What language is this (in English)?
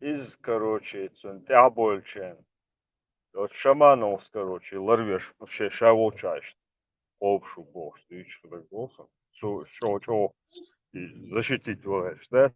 Chechen